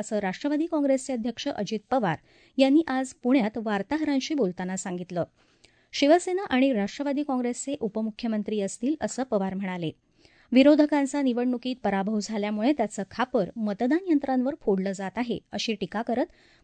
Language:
Marathi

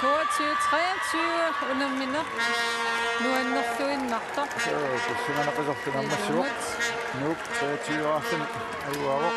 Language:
Kalaallisut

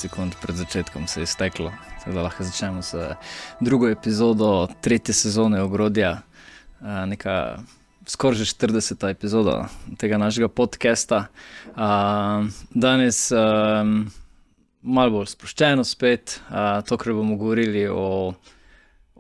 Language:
Slovenian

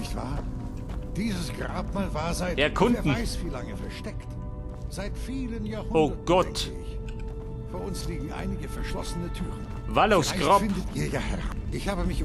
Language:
Bavarian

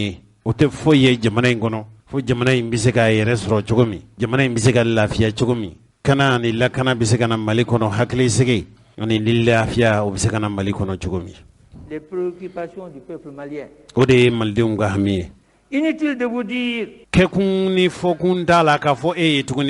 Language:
Bambara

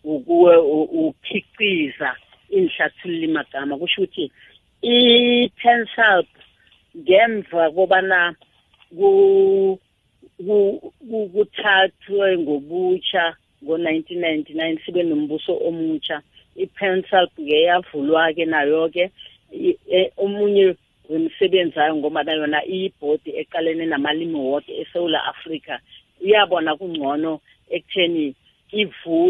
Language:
South Ndebele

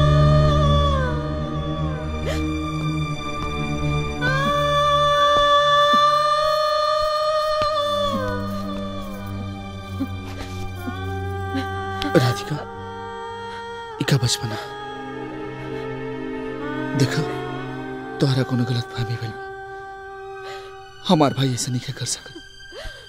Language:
Bhojpuri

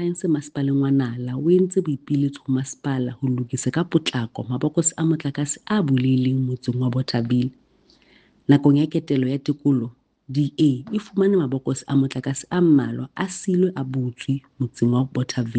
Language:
Southern Sotho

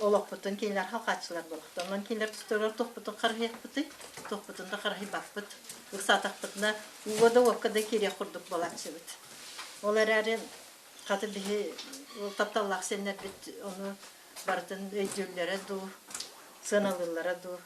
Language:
Yakut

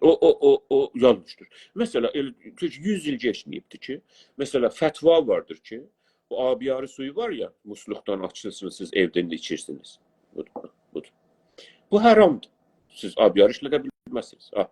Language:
South Azerbaijani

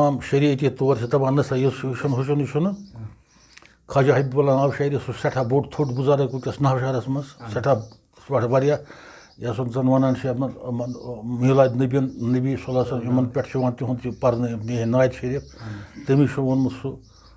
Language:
Kashmiri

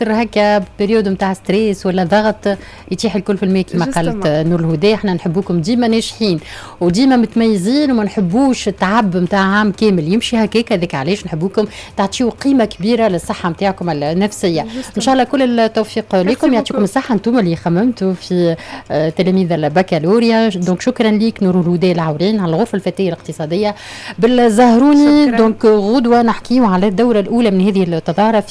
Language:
Tunisian Arabic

